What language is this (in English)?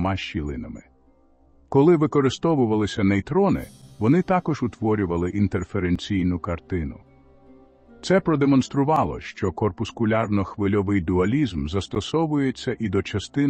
Ukrainian